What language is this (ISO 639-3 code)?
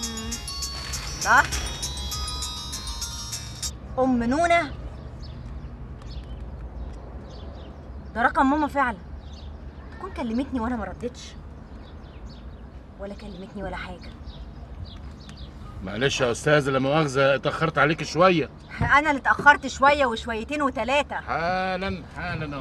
arz